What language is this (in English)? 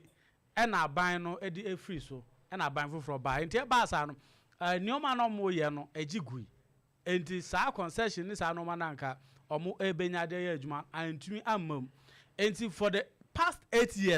Akan